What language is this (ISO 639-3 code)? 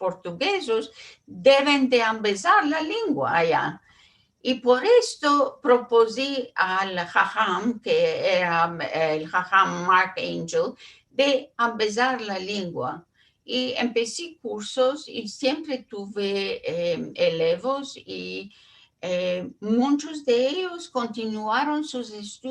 lad